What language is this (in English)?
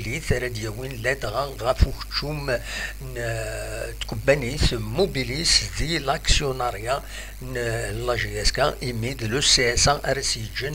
Kabyle